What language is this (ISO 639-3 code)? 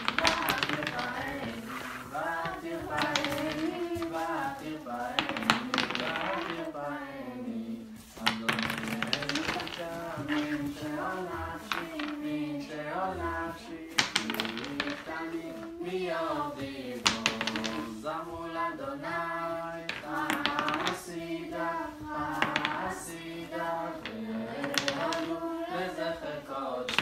heb